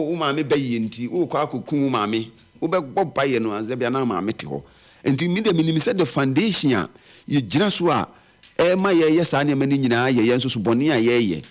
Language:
Akan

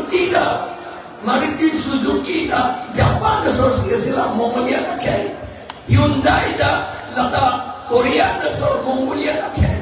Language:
Karbi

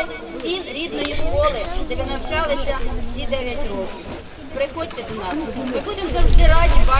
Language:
Ukrainian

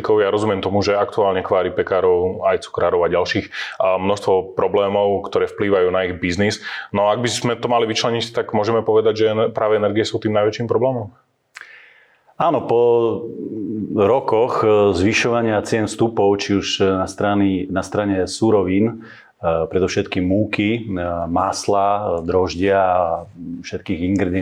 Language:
Slovak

